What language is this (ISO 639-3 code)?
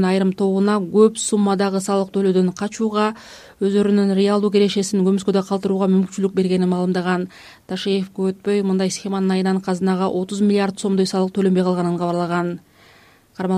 kir